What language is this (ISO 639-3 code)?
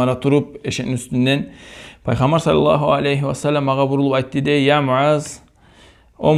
kum